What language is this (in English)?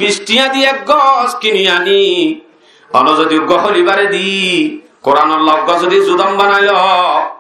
Rohingya